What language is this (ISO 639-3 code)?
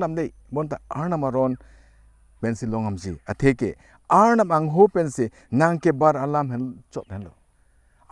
mjw